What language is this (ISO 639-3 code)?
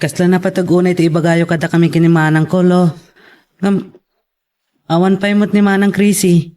ilo